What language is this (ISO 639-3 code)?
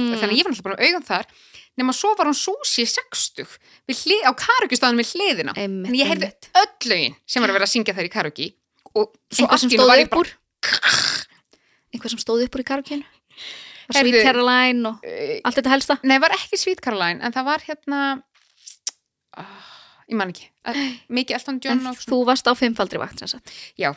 isl